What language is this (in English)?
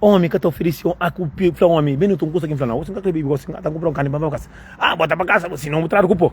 Kabuverdianu